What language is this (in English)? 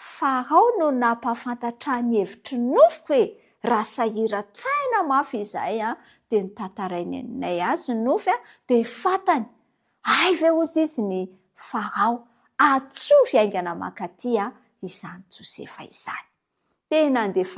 Malagasy